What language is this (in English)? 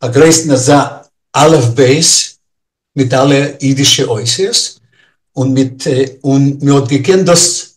Yiddish